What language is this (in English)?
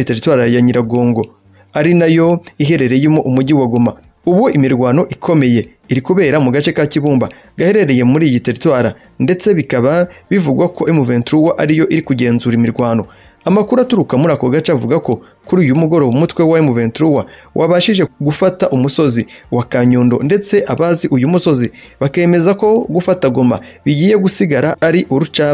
Kinyarwanda